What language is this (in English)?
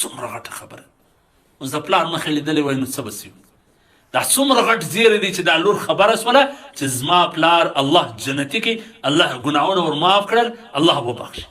Pashto